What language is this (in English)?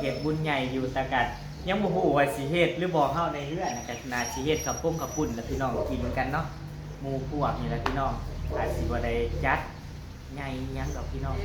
Northeastern Thai